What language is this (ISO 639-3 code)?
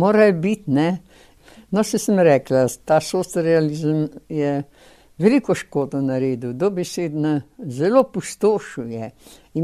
slv